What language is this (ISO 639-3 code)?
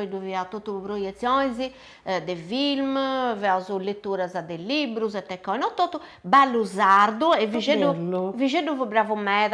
srd